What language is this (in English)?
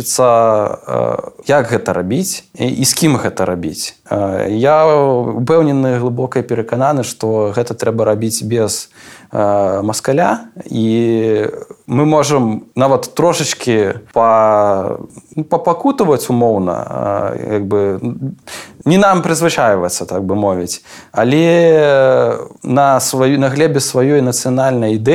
Belarusian